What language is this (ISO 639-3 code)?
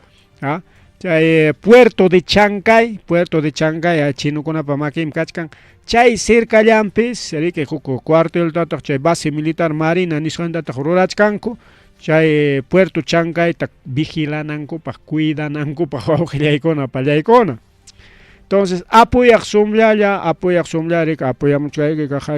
quy